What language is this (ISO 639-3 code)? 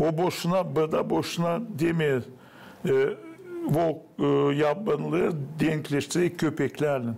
gag